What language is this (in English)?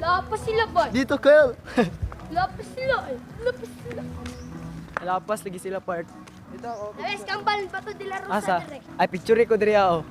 Cebuano